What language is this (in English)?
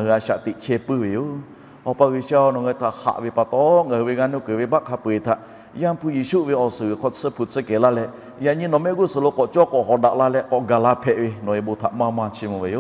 Lahu